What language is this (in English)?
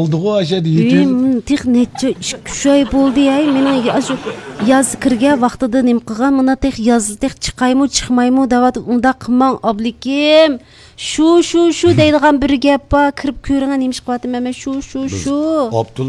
Uyghur